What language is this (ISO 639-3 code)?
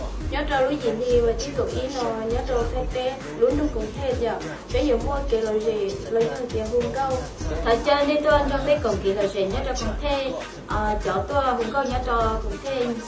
hmn